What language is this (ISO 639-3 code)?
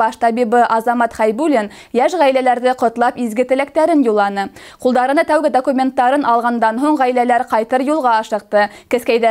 bak